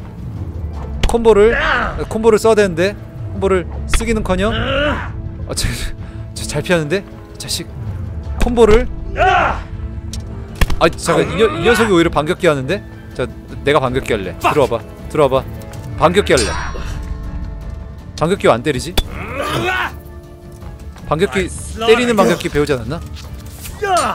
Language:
Korean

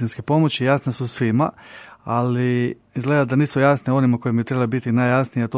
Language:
Croatian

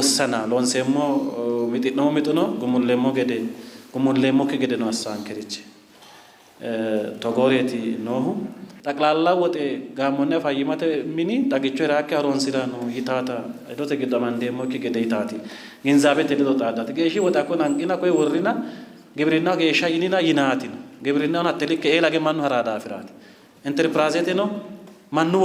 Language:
Sidamo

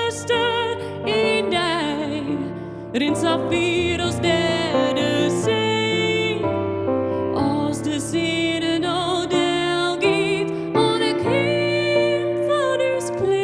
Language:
Western Frisian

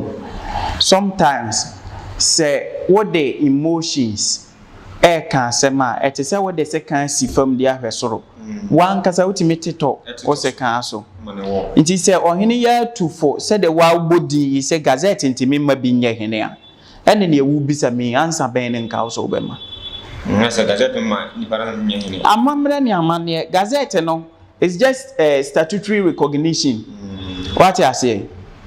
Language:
Akan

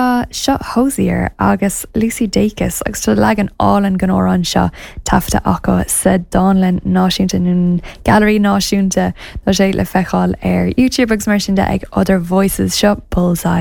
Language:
Irish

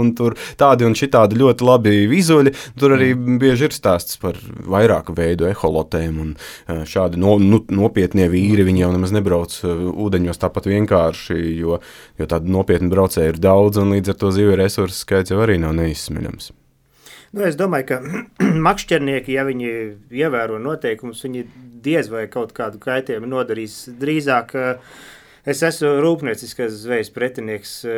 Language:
Latvian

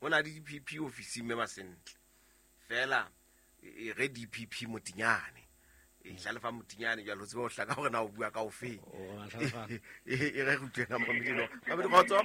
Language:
Southern Sotho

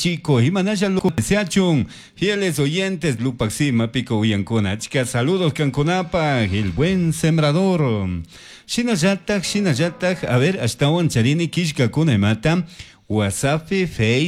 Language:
Chimborazo Highland Quichua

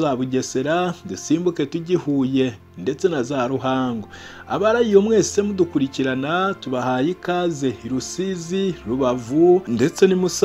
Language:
Kinyarwanda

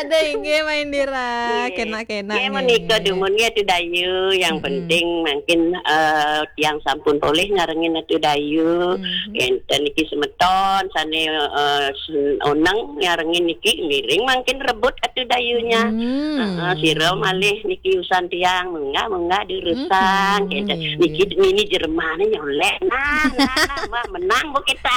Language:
Balinese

